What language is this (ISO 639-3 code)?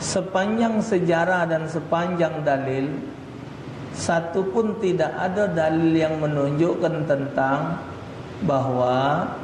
mui